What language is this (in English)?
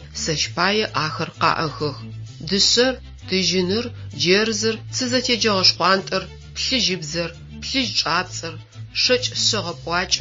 Adyghe